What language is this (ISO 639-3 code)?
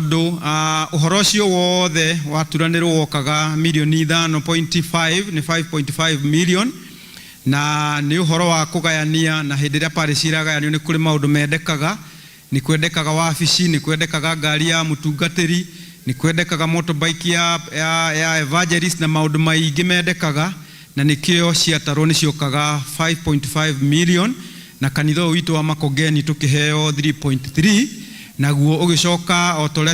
kik